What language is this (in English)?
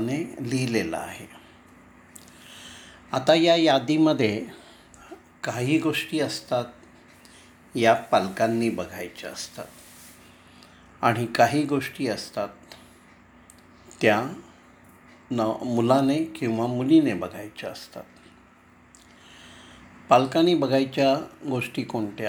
Marathi